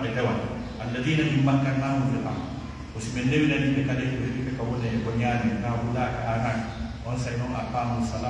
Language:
Pular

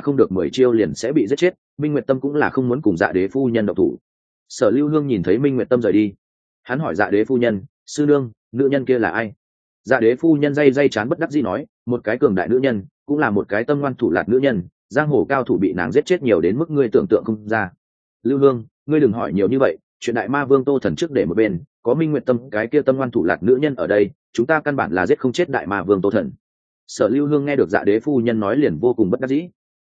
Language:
Vietnamese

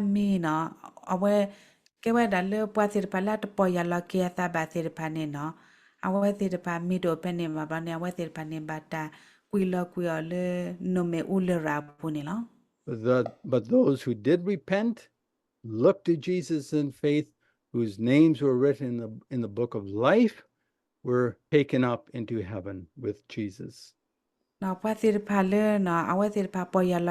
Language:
S'gaw Karen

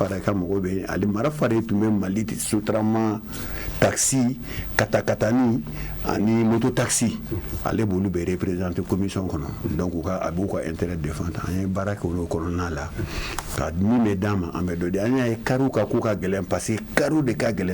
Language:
Bambara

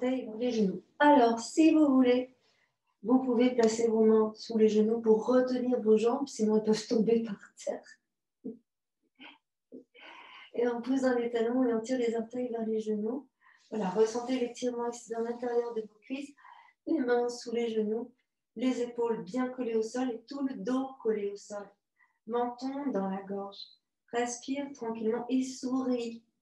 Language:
French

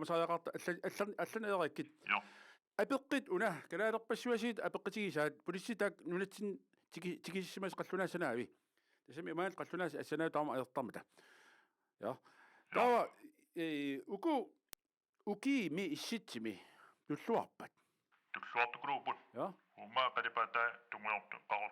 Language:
Kalaallisut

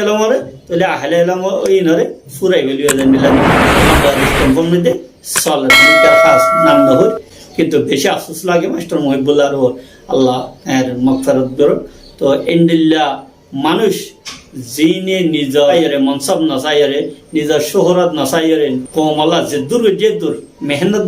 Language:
Rohingya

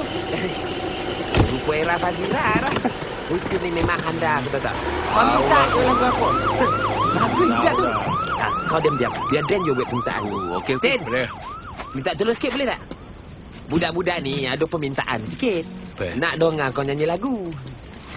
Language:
Malay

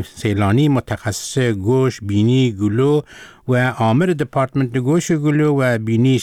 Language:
Persian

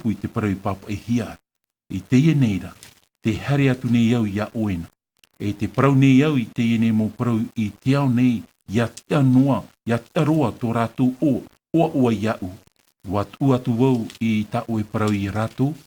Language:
Tahitian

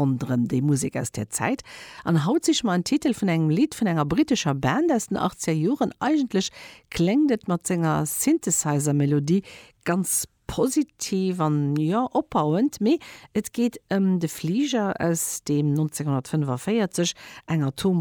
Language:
Luxembourgish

